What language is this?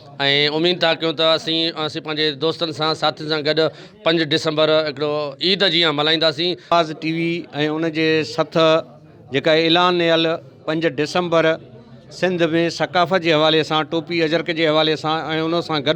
Sindhi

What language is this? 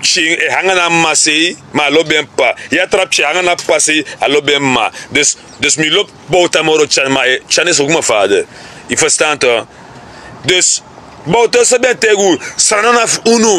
Sranan Tongo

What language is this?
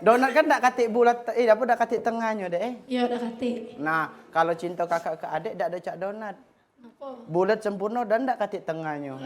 Musi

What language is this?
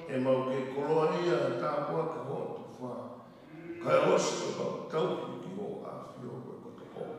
Tongan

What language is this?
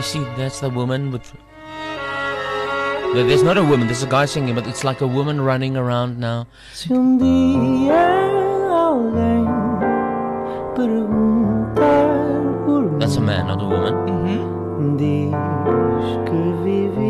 English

